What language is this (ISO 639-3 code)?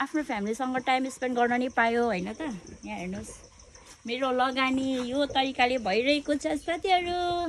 nep